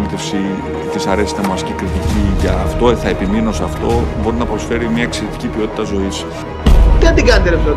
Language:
Greek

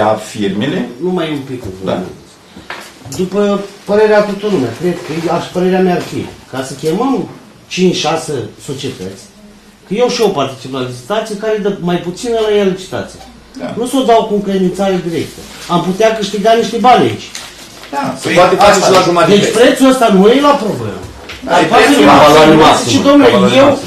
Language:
Romanian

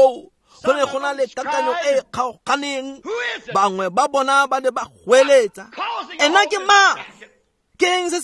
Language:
Tswana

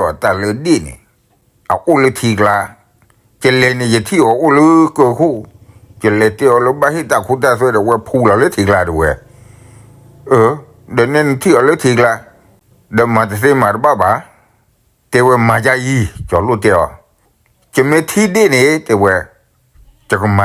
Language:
S'gaw Karen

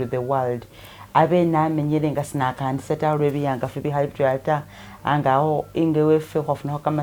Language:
Masaaba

